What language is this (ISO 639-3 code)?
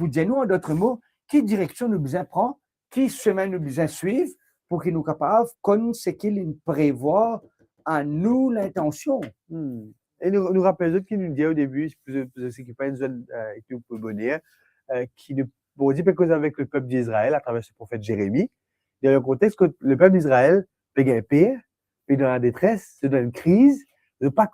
mfe